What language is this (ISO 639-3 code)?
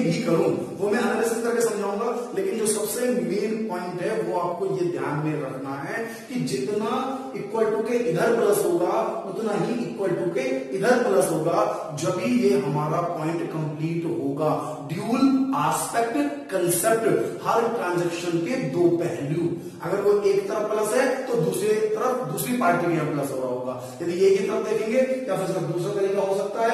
hin